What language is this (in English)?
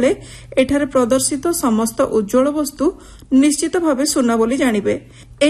Odia